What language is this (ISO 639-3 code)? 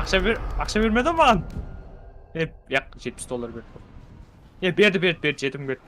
kaa